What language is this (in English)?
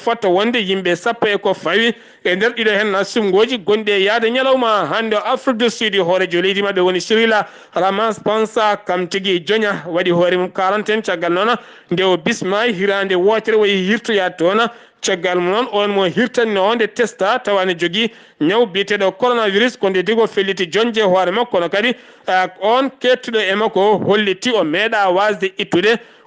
Fula